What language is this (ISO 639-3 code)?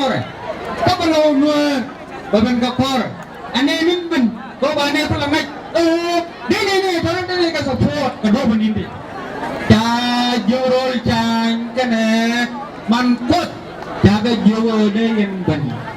nus